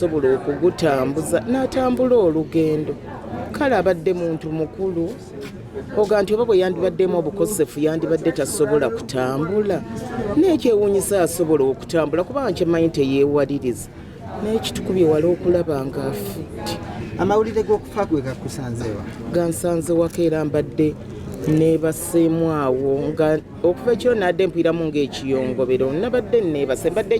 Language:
Ganda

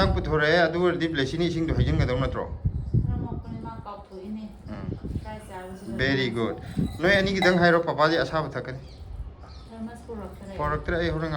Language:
Manipuri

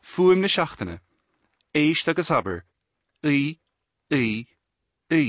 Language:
Irish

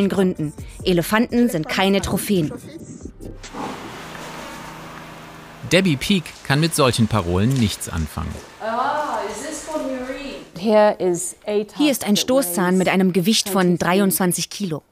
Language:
German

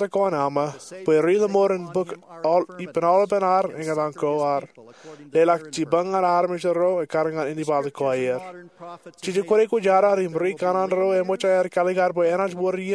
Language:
Marshallese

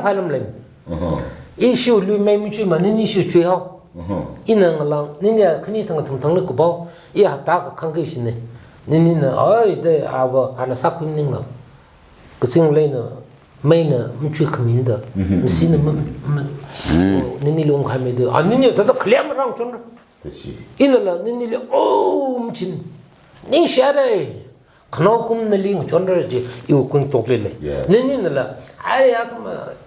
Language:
Tangkhul Naga (India)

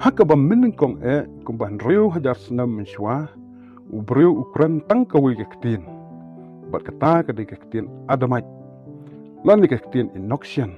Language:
Khasi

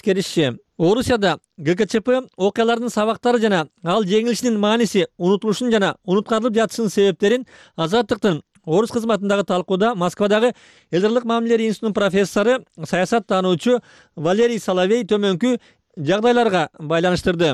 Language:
Kyrgyz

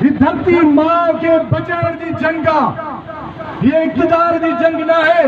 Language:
Sindhi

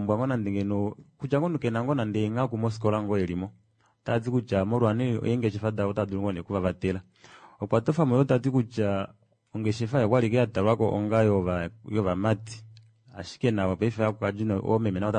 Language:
Kuanyama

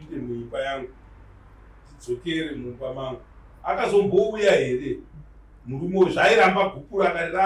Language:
Shona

